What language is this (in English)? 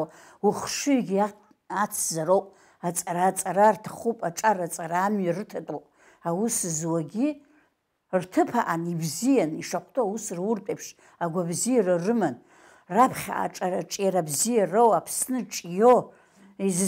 Abkhazian